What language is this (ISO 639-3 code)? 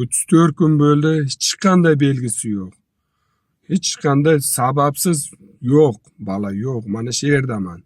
uzb